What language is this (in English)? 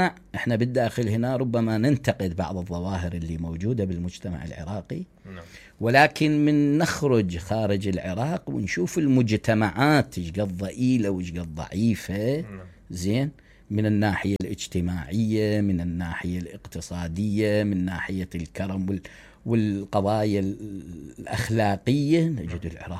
Mesopotamian Arabic